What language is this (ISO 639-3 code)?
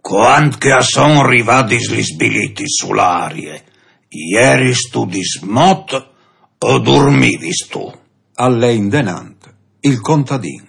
fur